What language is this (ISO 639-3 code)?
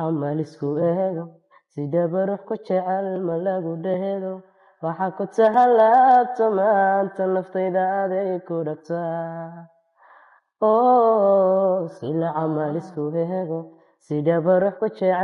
som